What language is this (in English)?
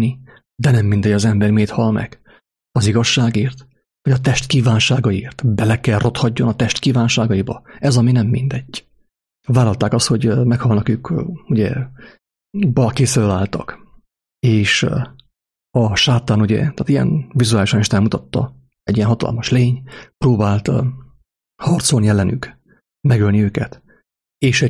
Hungarian